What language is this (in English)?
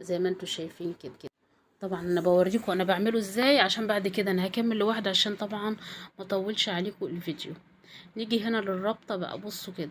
Egyptian Arabic